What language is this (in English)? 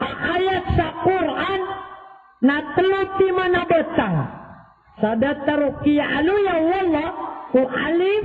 Maranao